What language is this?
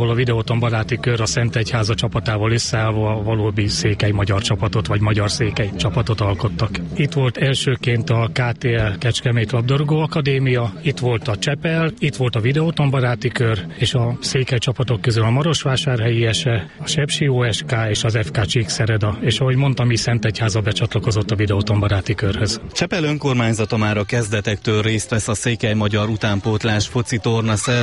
Hungarian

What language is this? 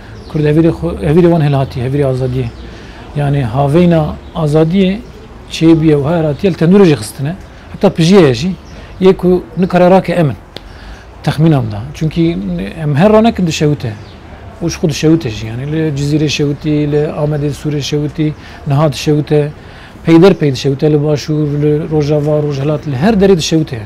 Kurdish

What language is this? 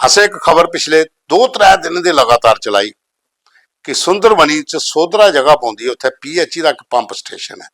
Dogri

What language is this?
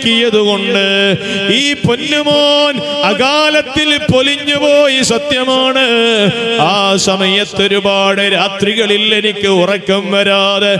Malayalam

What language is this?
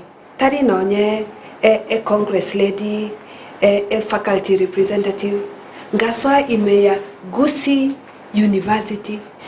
Gusii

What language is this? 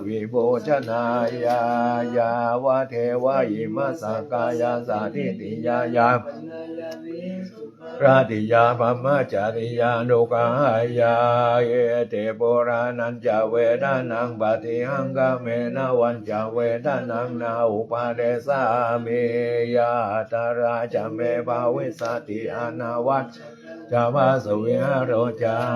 Pali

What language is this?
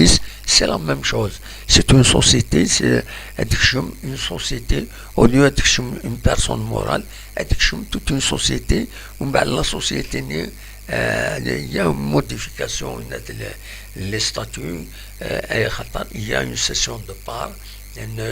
Kabyle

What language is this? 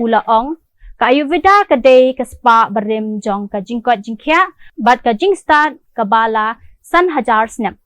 Khasi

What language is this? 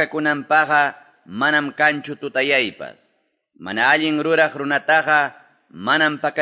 Quechua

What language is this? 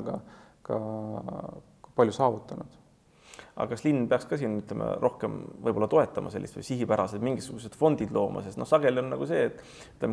Estonian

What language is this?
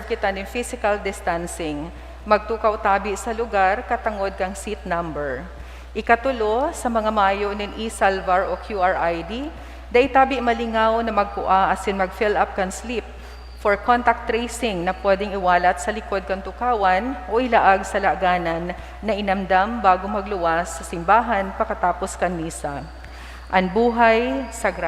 Bikol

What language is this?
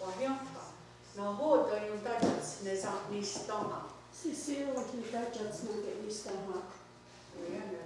Mohawk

